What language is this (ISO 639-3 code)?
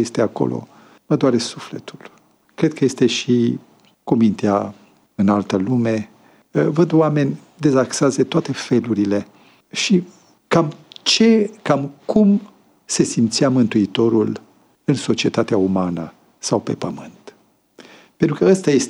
ron